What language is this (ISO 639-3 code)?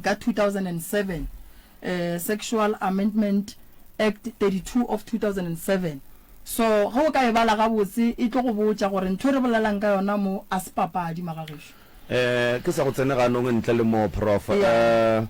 nso